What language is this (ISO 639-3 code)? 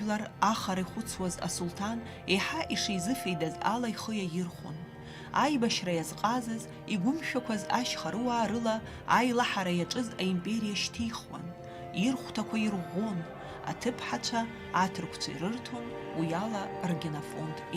abk